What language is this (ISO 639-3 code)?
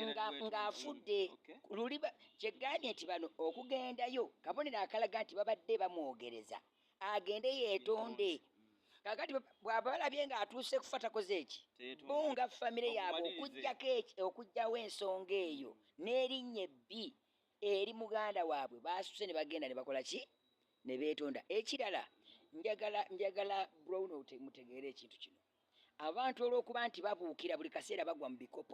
lug